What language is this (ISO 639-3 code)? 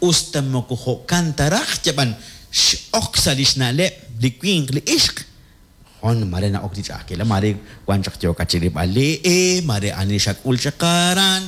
kek